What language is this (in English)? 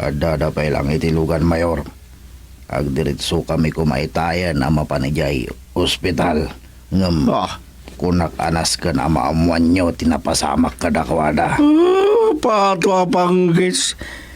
Iloko